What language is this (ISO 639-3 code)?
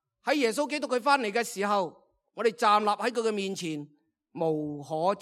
yue